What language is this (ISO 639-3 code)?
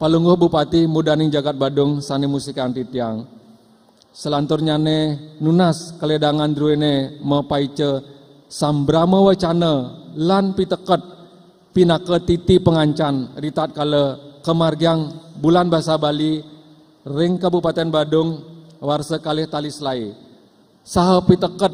ban